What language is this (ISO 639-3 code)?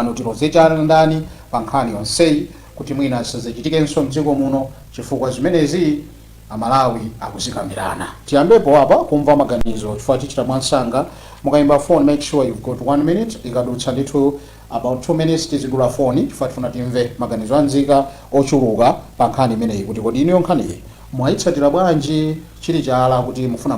nya